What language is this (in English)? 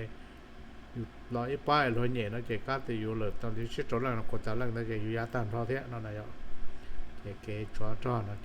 Hmong